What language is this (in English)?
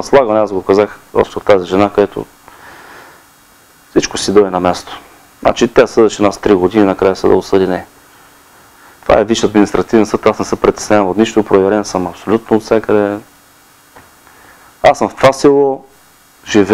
Bulgarian